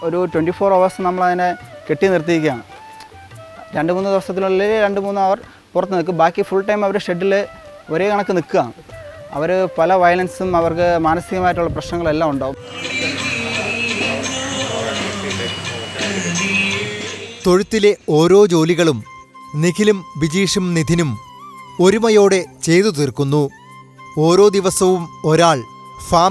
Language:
Malayalam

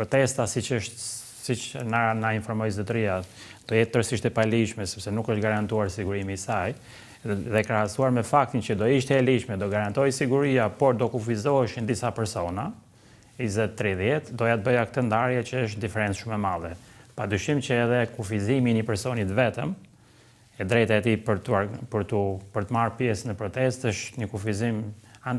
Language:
Albanian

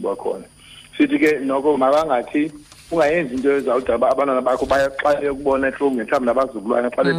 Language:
Xhosa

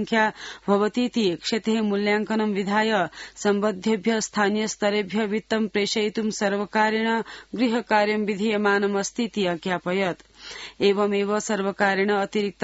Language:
Sanskrit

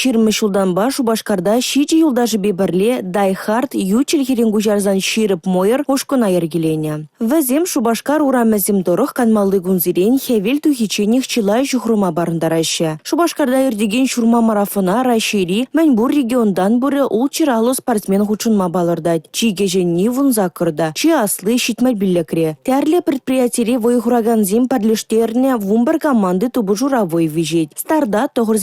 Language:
Chuvash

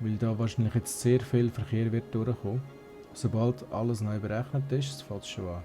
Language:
Swiss German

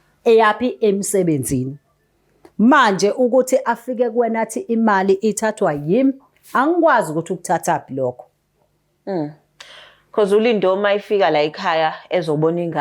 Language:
Zulu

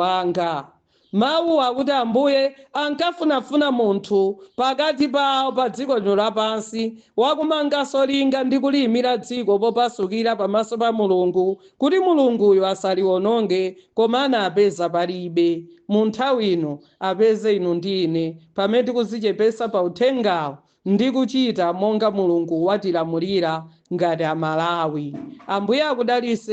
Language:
Nyanja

